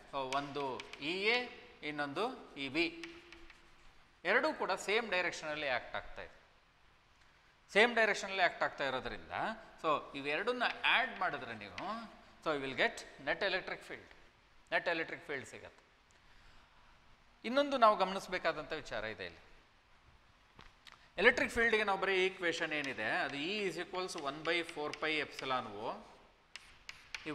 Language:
Kannada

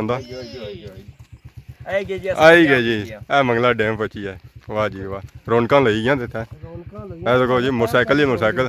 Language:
Pahari-Potwari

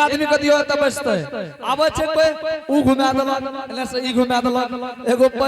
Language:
Angika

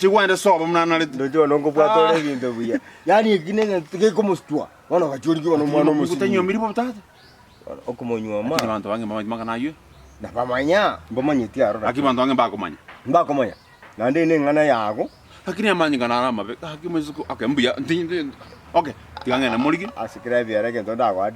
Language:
Gusii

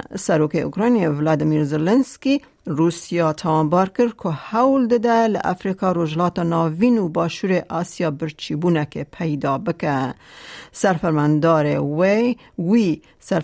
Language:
Kurdish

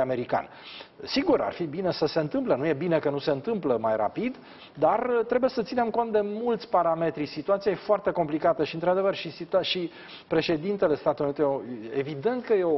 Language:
Romanian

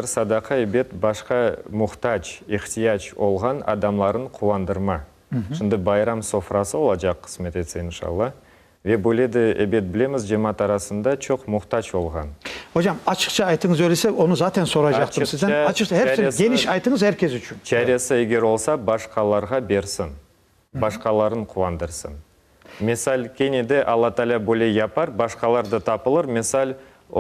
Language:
Crimean Tatar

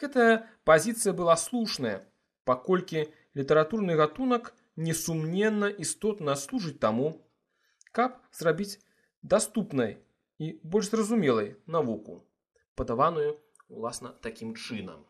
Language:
Belarusian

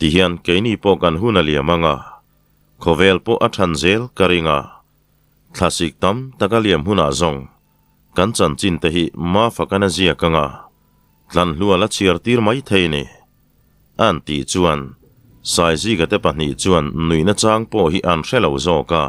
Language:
Mizo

